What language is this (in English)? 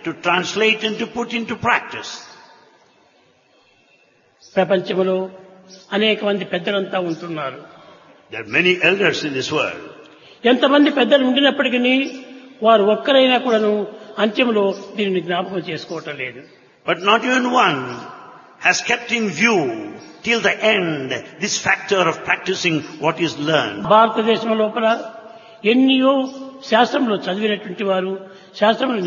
Telugu